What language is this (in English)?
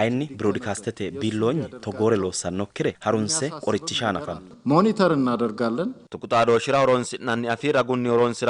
Sidamo